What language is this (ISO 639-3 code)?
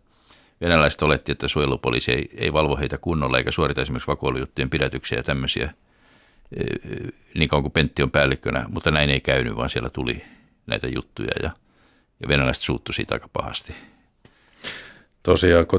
fin